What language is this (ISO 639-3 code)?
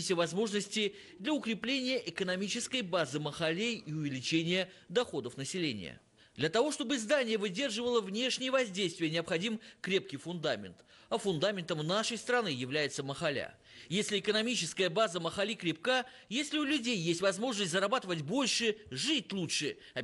rus